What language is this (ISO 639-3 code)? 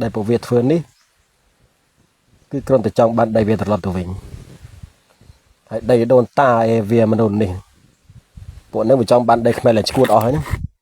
khm